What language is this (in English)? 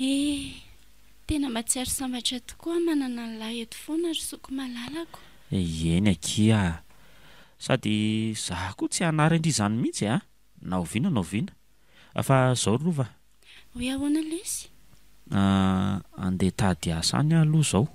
Malagasy